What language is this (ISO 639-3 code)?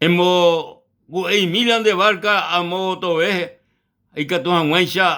grn